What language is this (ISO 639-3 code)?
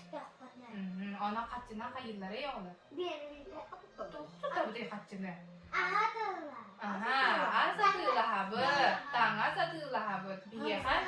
sah